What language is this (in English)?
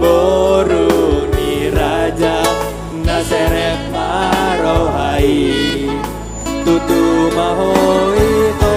Batak Toba